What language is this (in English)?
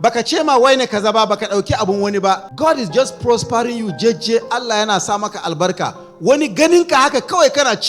Hausa